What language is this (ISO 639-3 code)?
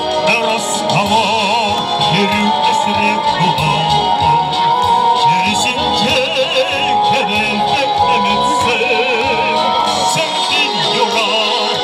chv